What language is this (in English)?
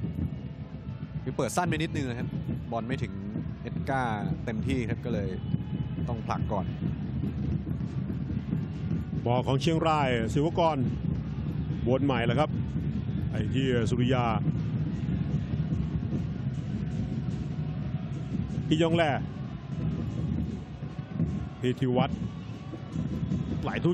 Thai